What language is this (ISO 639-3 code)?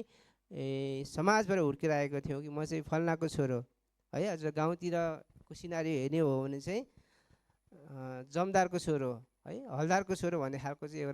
nep